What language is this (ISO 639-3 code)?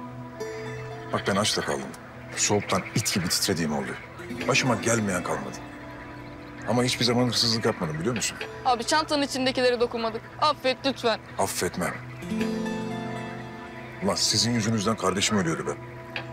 tur